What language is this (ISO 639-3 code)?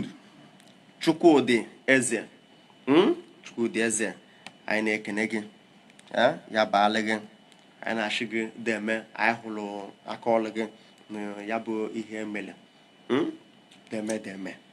ibo